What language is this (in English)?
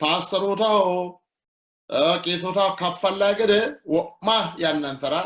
Sidamo